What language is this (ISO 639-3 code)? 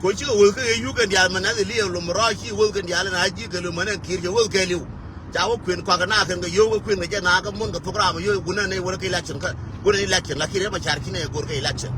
nus